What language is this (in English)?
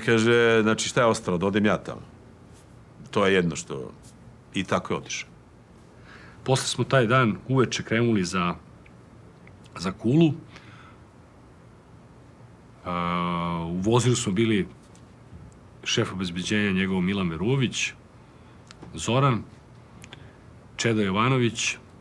Serbian